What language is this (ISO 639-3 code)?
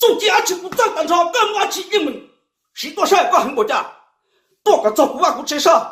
hmn